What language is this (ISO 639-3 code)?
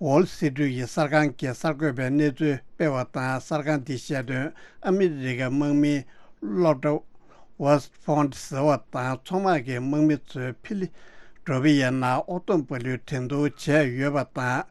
bod